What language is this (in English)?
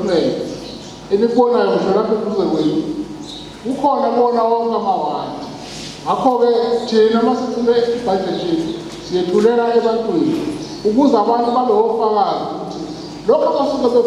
Zulu